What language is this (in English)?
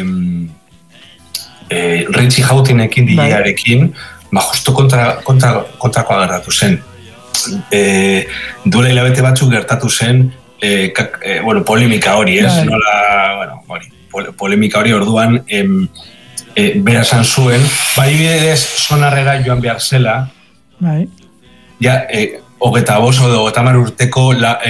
Basque